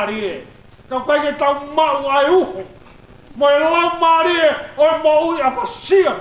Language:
Tongan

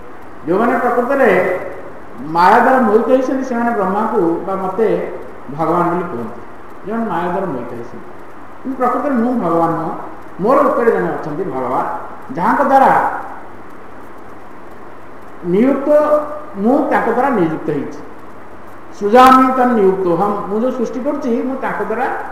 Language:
Odia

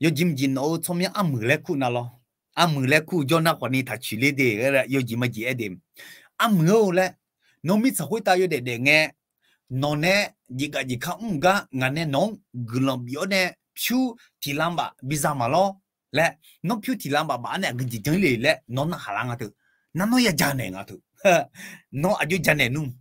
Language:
Akha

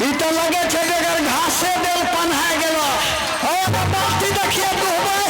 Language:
Maithili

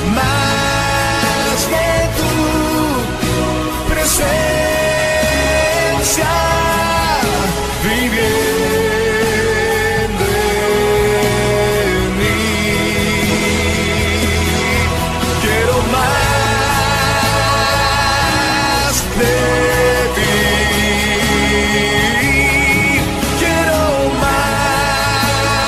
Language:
Spanish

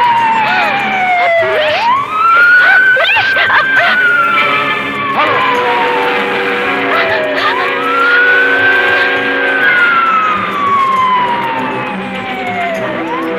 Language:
Bangla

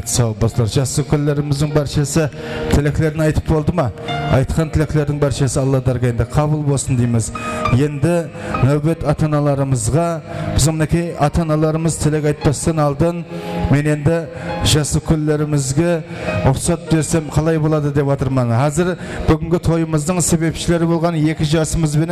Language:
Kara-Kalpak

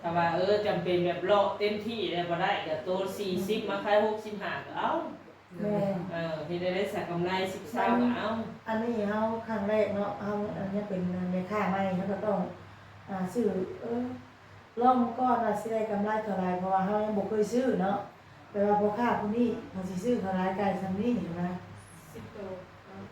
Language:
Northeastern Thai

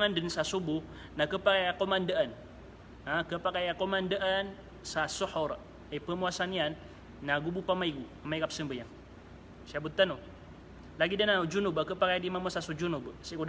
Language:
Maranao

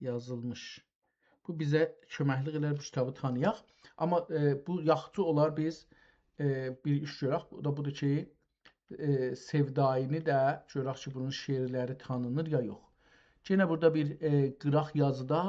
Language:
South Azerbaijani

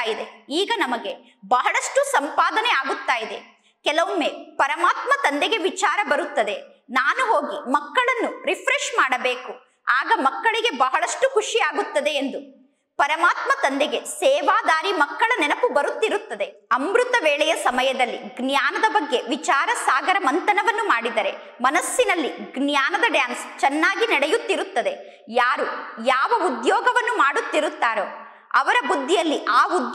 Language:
Kannada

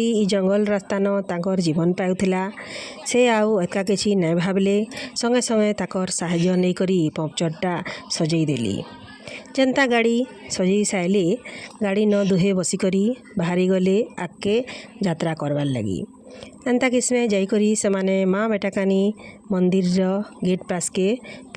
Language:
Odia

